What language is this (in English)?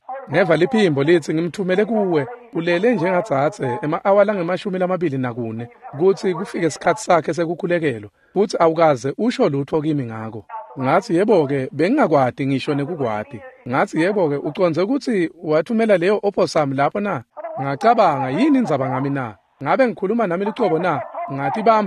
Swati